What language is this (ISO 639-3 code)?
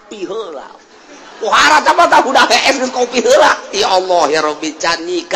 sun